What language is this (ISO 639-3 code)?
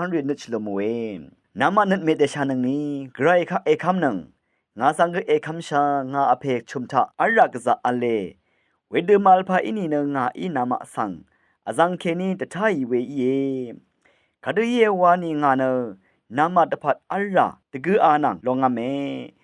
raw